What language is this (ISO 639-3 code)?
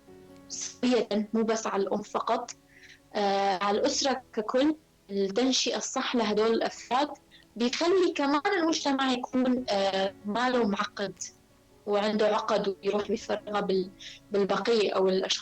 apc